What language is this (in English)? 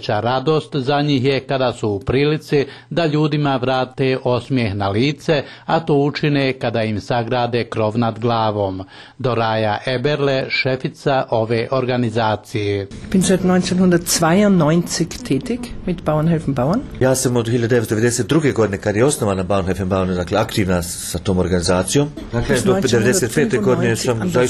Bosnian